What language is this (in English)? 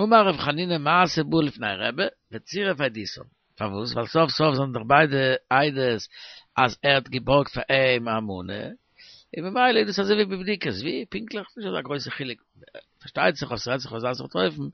Yiddish